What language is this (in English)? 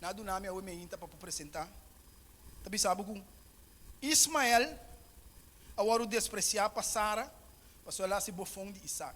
Papiamento